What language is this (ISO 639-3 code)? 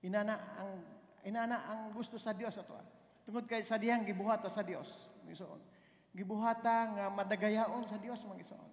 ceb